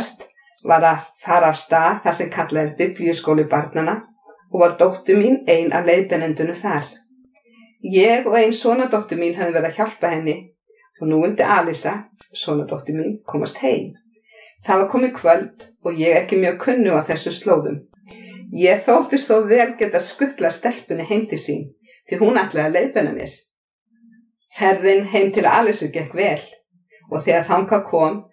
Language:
Icelandic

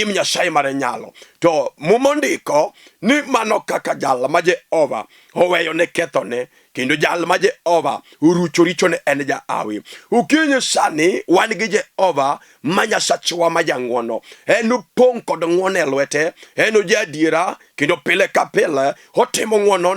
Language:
Luo (Kenya and Tanzania)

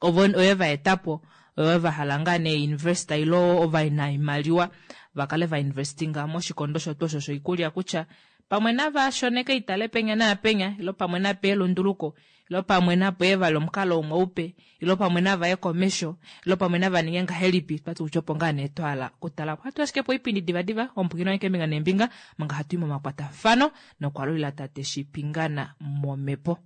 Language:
Kuanyama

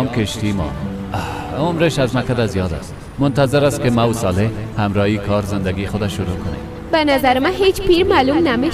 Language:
Persian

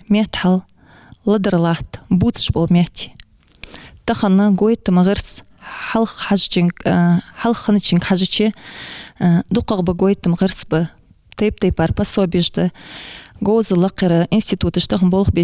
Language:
Ingush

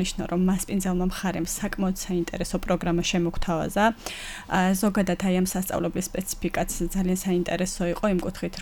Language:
Georgian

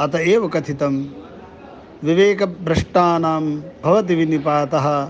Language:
Sanskrit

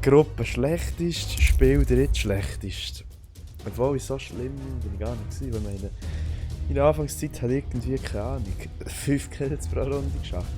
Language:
Swiss German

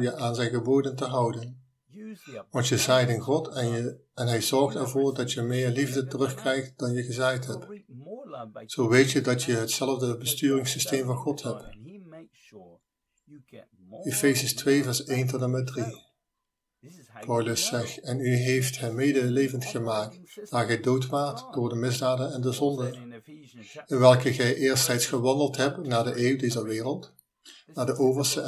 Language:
Dutch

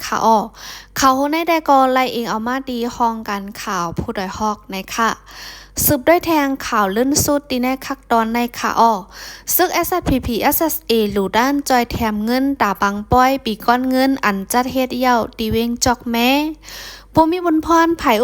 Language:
Shan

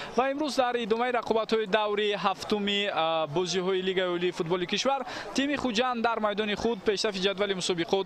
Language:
Tajik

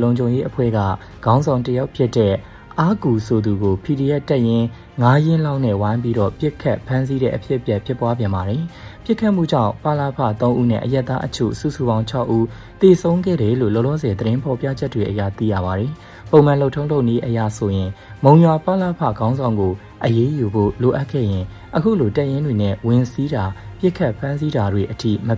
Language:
Burmese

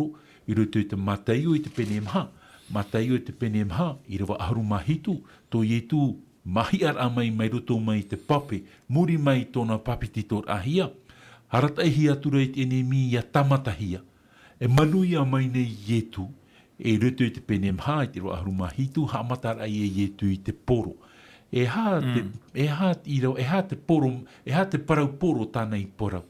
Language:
Tahitian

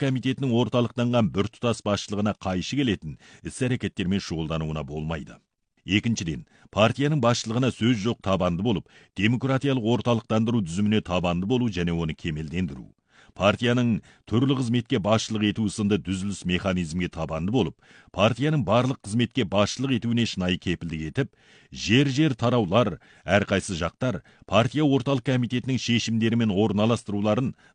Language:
Kazakh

